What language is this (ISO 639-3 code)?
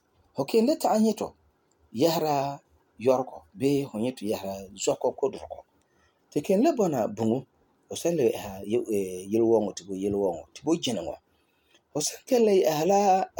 gur